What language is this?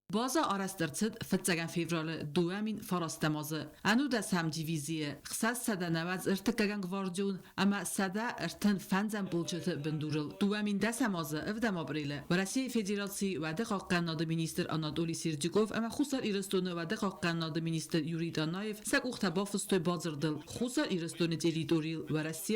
Ossetic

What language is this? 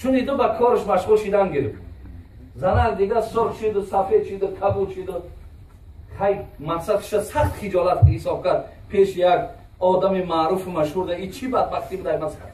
Tajik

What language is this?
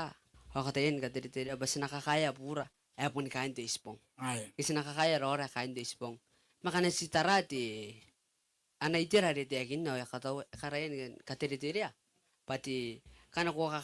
Gilbertese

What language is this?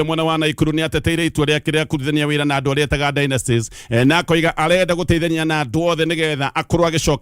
Kikuyu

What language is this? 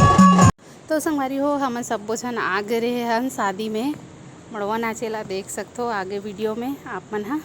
Chhattisgarhi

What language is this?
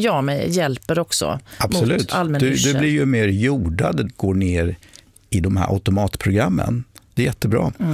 Swedish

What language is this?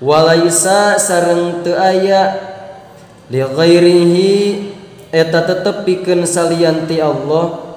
Sundanese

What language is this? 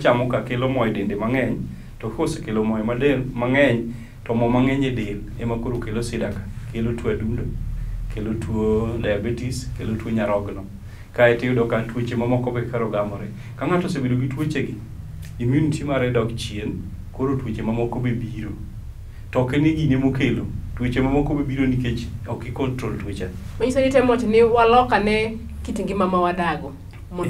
Luo (Kenya and Tanzania)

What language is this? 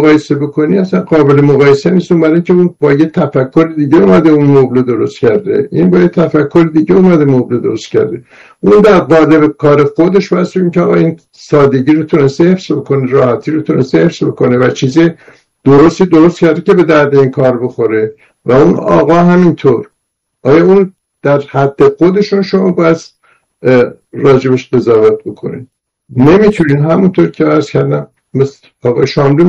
Persian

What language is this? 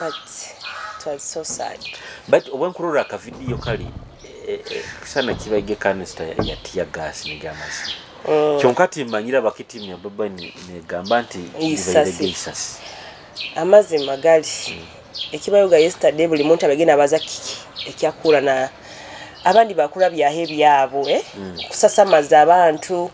Nyoro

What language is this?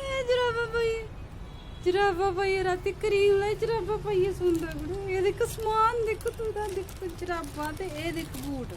Dogri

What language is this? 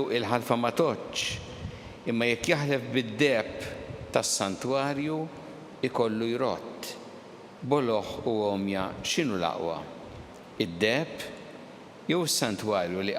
Maltese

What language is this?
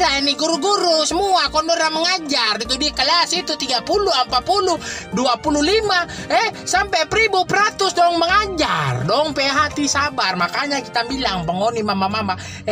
Manado Malay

